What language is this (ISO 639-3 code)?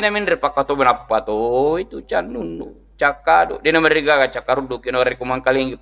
bug